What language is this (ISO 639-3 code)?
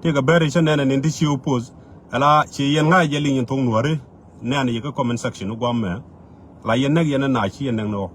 nus